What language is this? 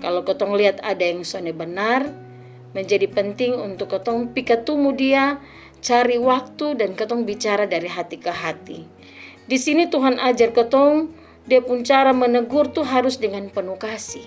Kupang Malay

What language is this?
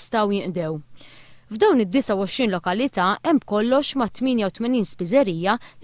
Maltese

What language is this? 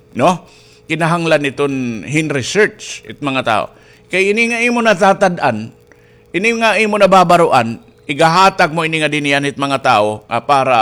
Waray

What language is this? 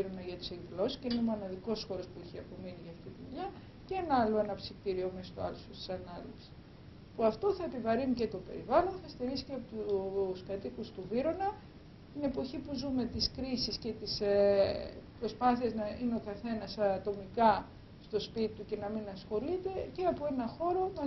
Greek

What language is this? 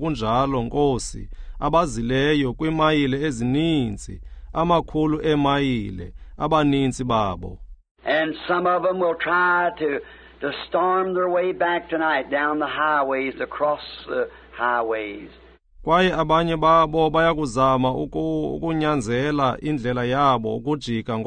Xhosa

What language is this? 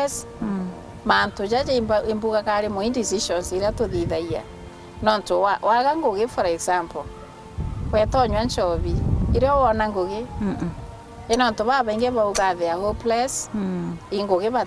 Meru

